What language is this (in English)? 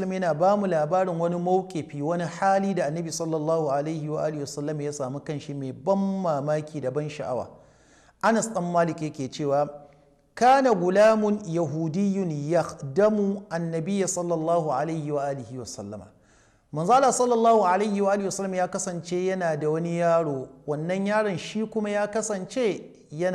Hausa